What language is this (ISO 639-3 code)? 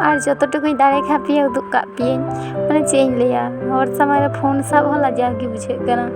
sat